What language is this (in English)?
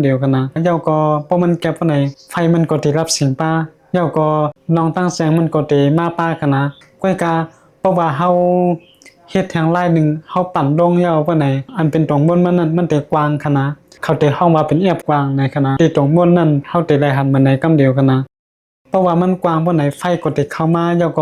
Shan